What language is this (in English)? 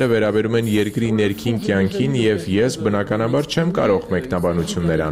Armenian